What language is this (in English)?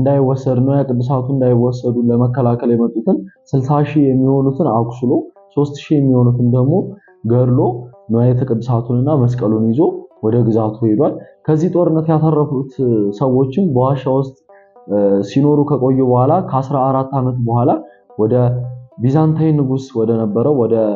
Amharic